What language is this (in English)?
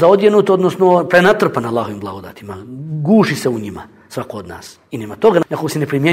Bosnian